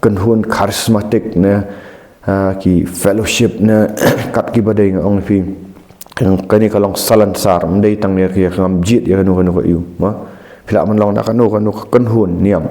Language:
Khasi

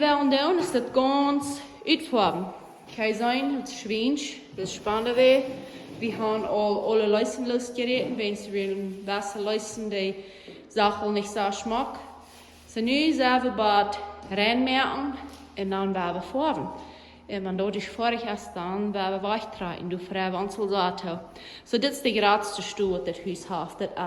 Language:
Plautdietsch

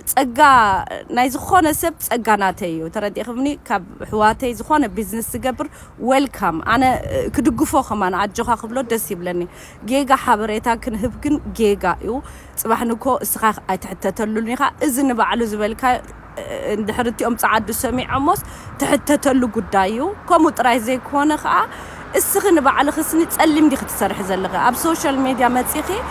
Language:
Tigrinya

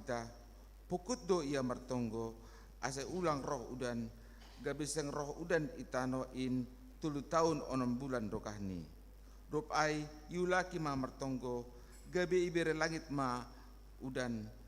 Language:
Batak Simalungun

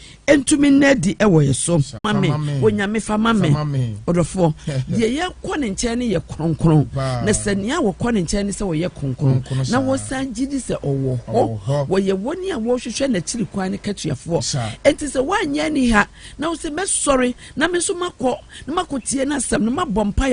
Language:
Akan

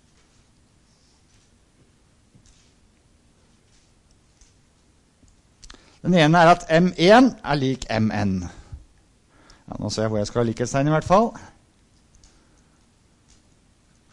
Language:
Norwegian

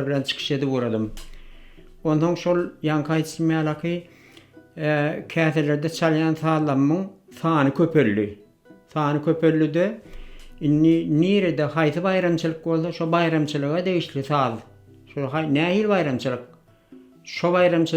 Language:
Turkmen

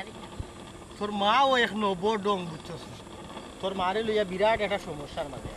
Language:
Sylheti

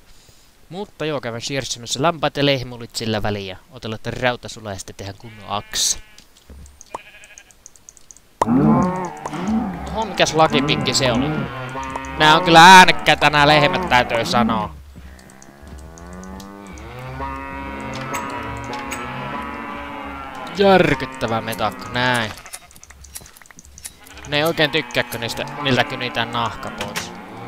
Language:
Finnish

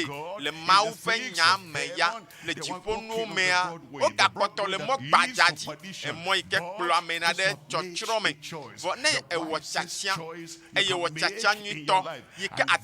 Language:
Ewe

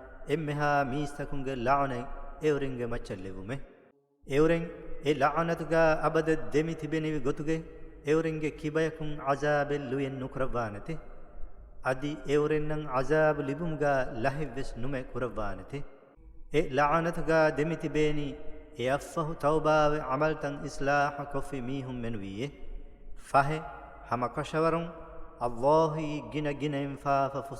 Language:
Divehi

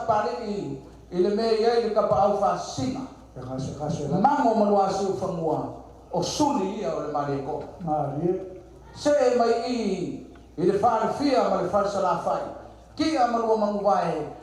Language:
Samoan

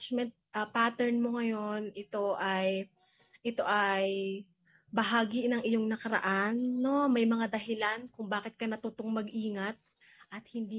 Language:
Filipino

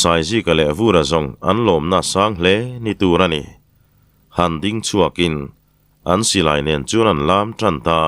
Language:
Mizo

